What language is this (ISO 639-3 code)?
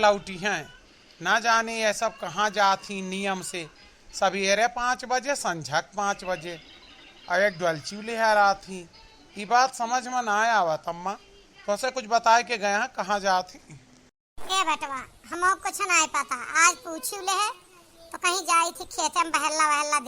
awa